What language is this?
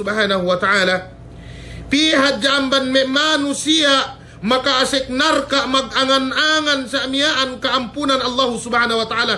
Yakan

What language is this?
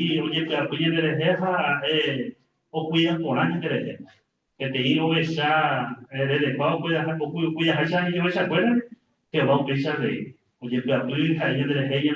Guarani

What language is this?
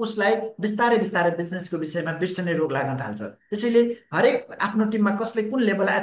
Nepali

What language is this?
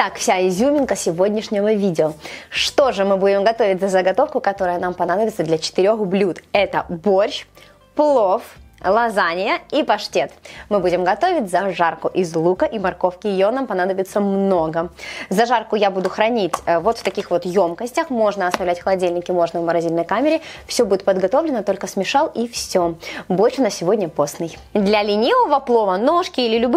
Russian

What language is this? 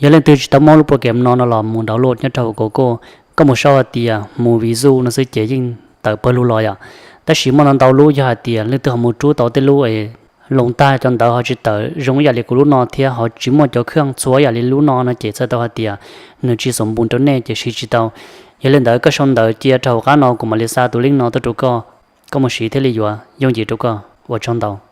Hmong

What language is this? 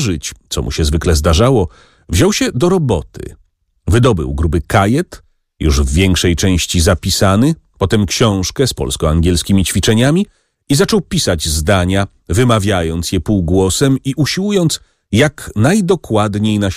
Polish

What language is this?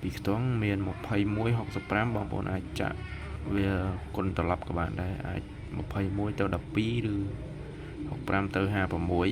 Khmer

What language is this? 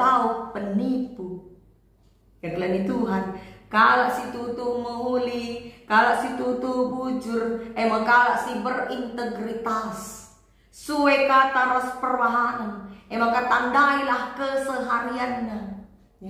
Batak Karo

